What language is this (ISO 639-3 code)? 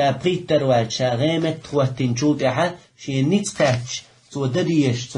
che